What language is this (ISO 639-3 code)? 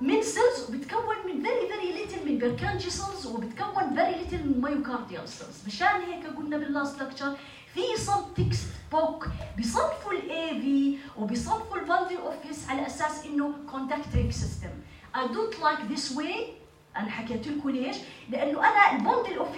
apc